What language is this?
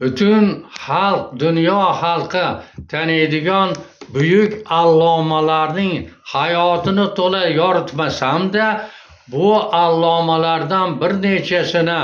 Uzbek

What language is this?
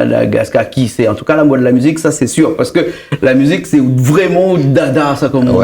Réunion Creole French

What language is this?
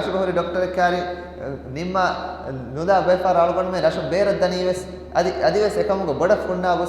Divehi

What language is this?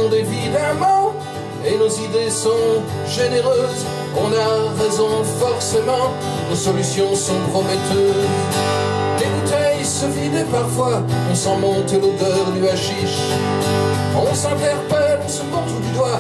French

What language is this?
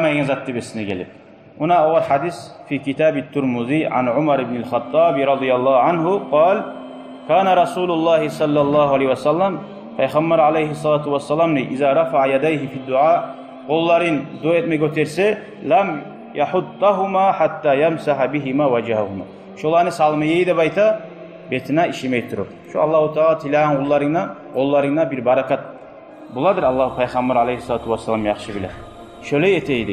Kumyk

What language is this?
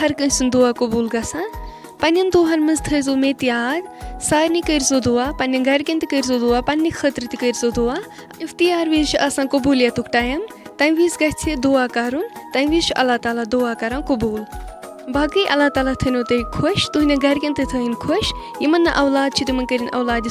Kashmiri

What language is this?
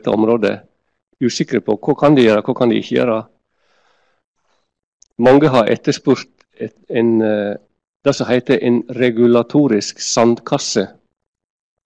Norwegian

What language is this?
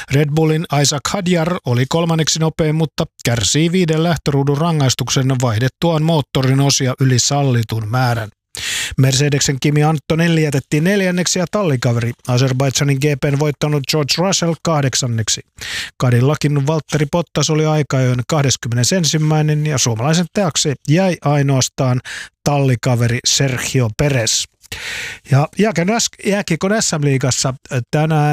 Finnish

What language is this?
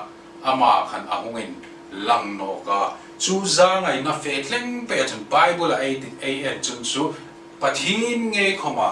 Hmar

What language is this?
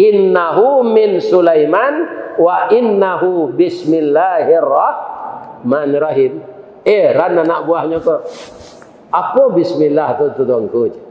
Minangkabau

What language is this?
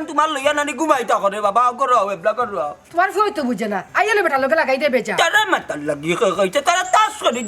Sylheti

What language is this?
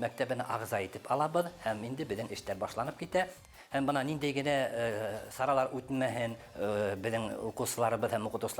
Bashkir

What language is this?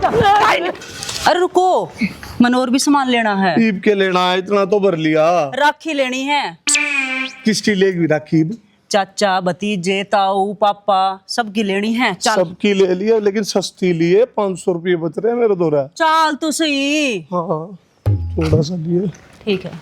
Haryanvi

